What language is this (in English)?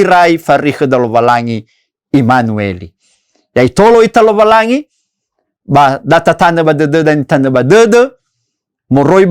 Nias